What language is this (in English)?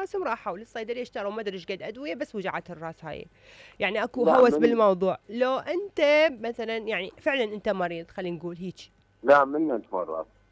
Mesopotamian Arabic